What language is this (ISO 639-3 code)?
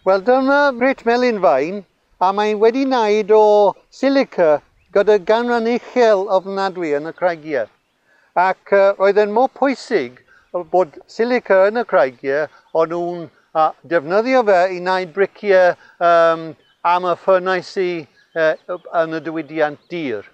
cym